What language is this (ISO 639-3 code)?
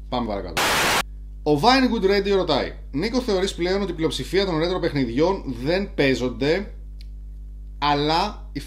ell